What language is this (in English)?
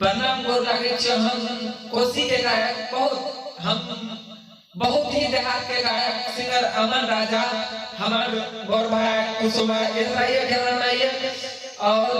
Maithili